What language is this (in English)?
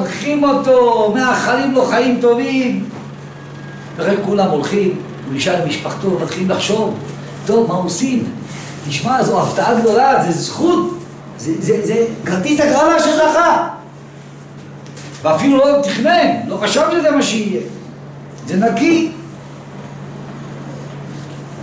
Hebrew